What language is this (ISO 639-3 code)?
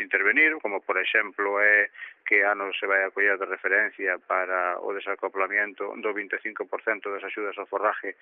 glg